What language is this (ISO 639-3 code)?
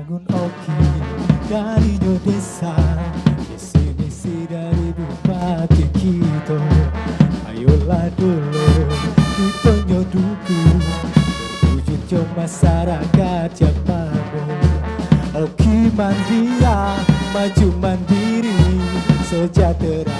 mui